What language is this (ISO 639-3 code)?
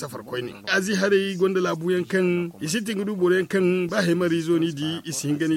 dje